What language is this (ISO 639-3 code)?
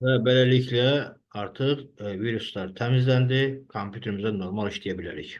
aze